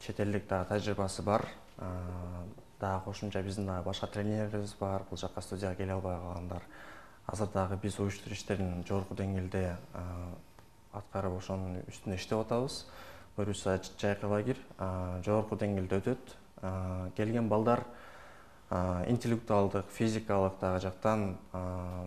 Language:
Kyrgyz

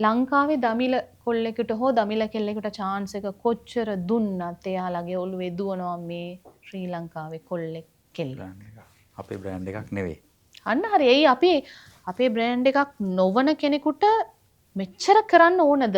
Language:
Sinhala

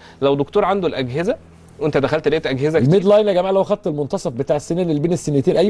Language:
Egyptian Arabic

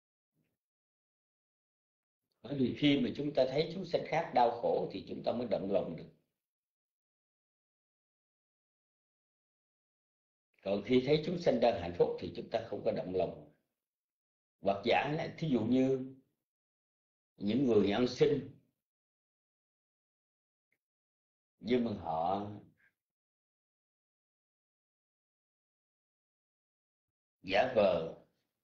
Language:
Vietnamese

